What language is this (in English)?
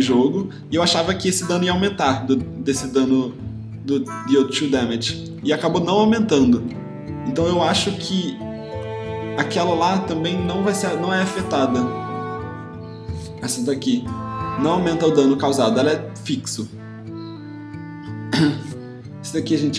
Portuguese